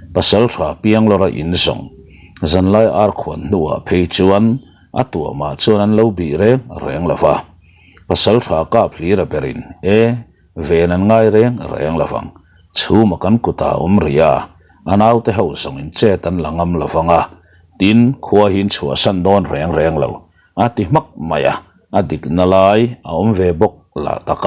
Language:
Mizo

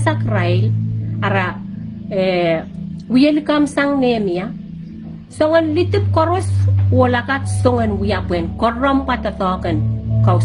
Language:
Pohnpeian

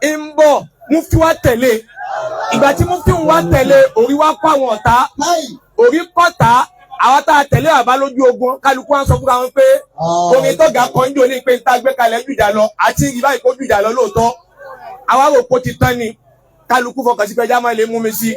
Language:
Yoruba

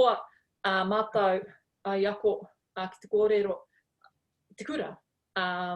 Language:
Māori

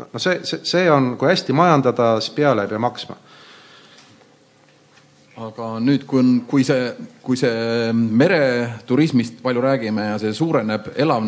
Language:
Estonian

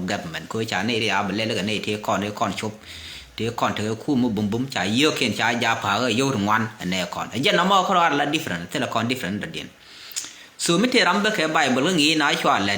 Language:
Nuer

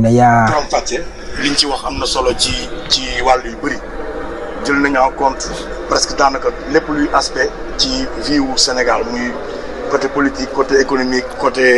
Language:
Wolof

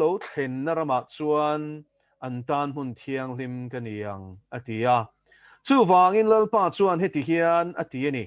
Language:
Mizo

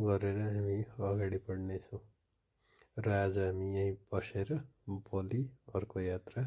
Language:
Nepali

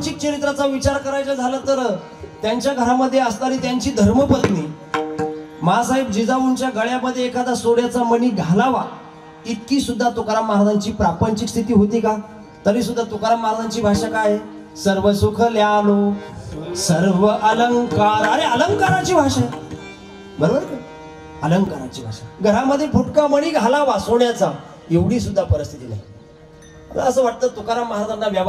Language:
Marathi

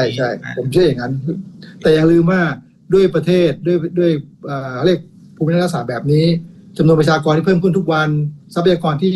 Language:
Thai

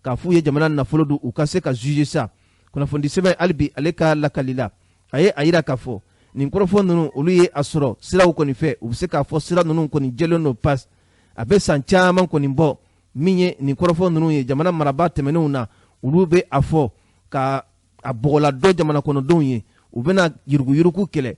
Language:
Bambara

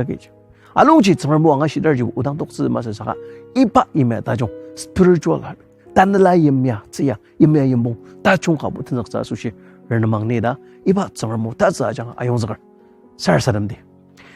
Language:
Ao Naga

